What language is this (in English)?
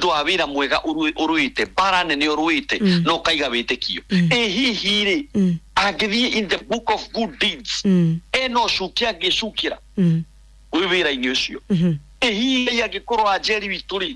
Kikuyu